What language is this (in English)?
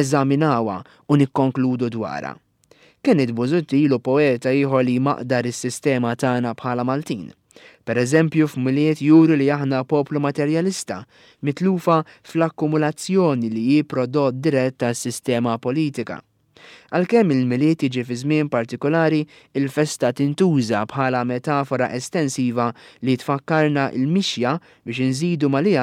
Maltese